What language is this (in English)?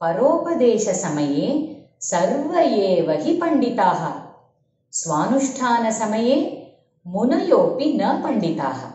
Sanskrit